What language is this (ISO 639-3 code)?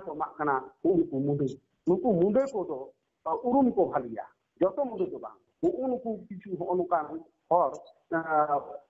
sat